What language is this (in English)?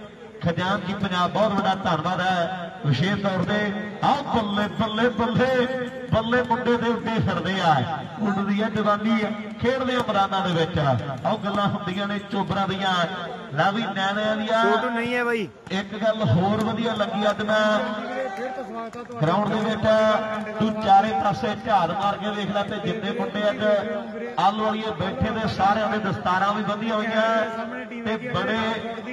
Punjabi